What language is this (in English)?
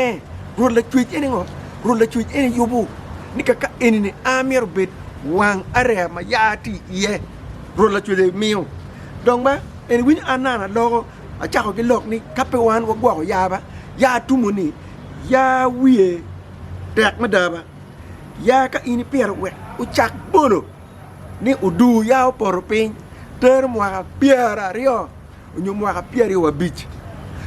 Acoli